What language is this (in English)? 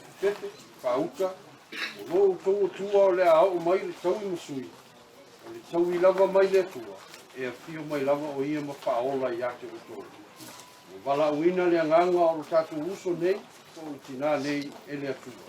Samoan